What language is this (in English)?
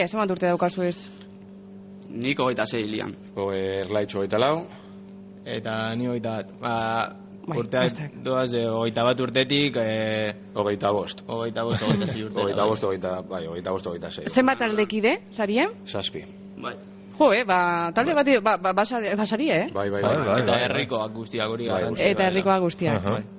Basque